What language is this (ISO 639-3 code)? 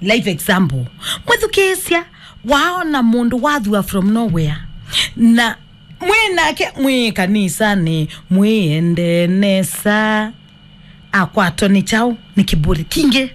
kam